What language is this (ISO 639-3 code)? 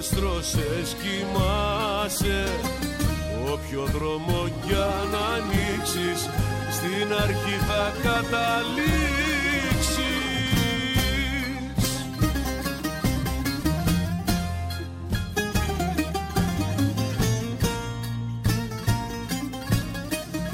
ell